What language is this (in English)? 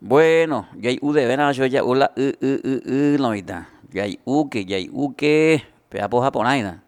Guarani